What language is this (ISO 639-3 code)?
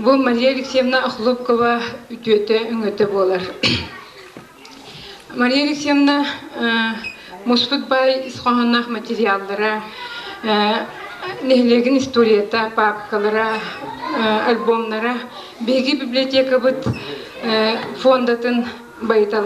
sah